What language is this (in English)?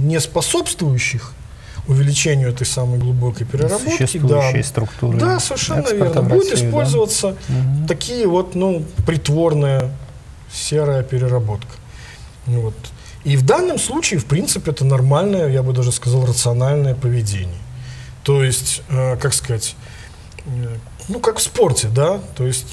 Russian